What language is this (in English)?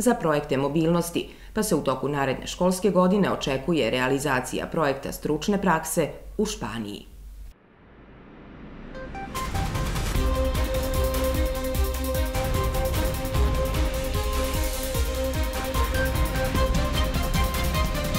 Serbian